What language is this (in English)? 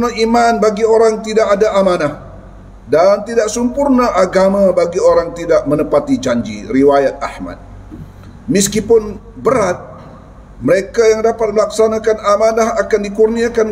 Malay